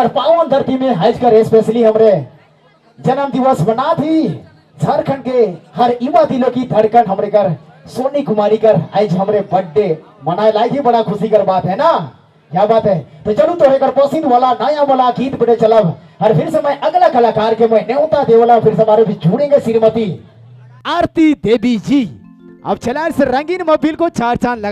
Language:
Sadri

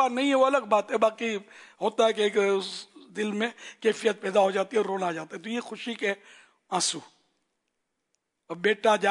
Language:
Urdu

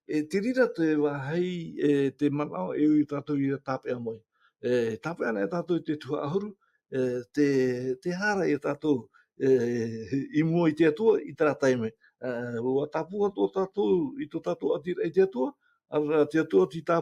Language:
Tahitian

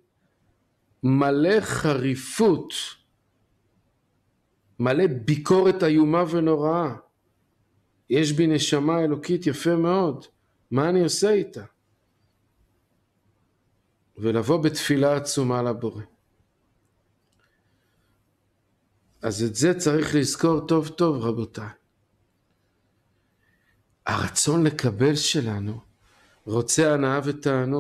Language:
Hebrew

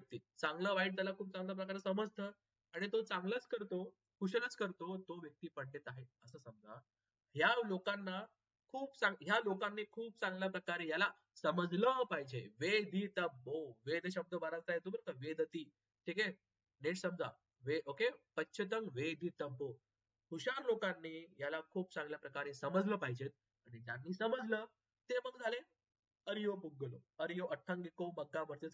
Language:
Marathi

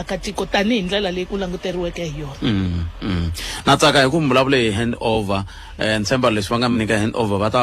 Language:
Tsonga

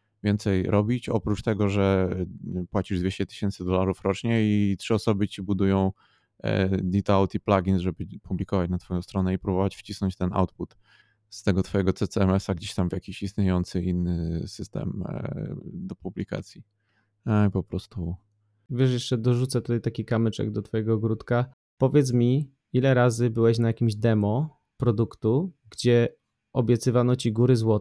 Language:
Polish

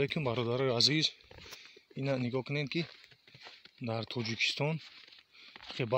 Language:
Tajik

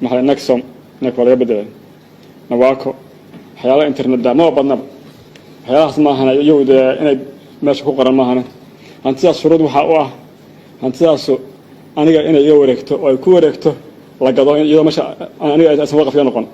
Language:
Somali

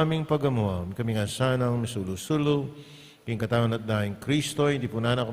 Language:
Pampanga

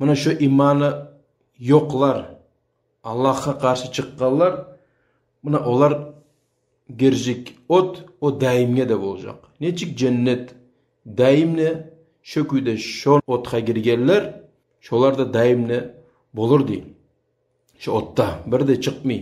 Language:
Kumyk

